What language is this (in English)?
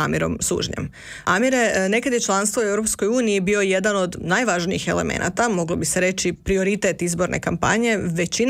Croatian